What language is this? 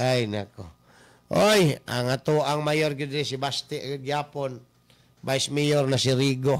Cebuano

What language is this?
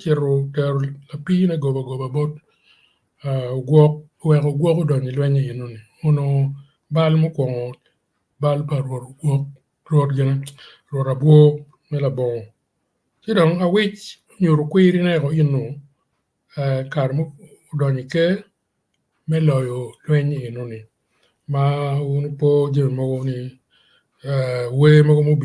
Acoli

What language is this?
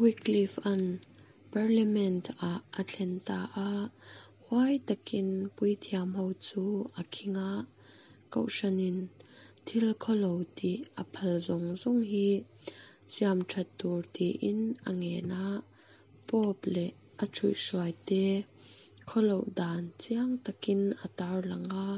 Mizo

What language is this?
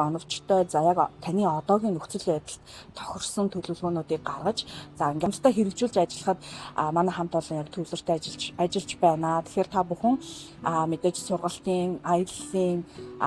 Mongolian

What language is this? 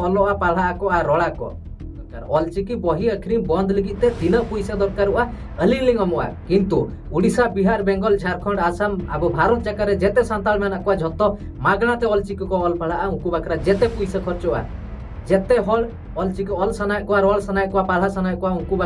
Santali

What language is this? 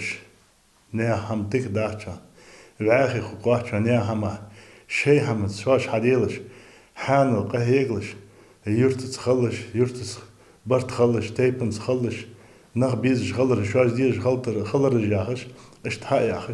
Ingush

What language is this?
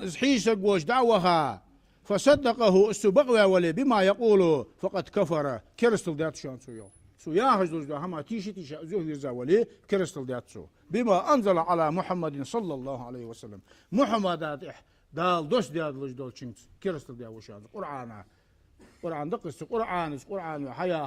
Ingush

